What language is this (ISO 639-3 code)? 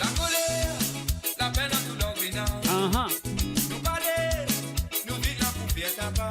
mfe